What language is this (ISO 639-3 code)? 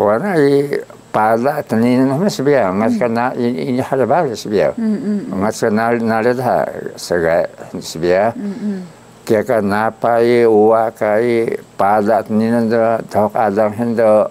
trv